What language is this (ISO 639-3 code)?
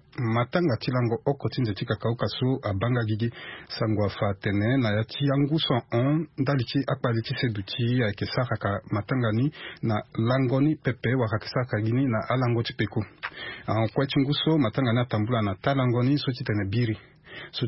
sag